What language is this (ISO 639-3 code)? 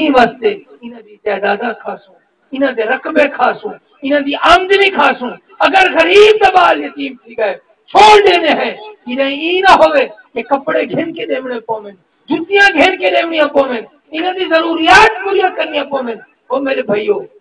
skr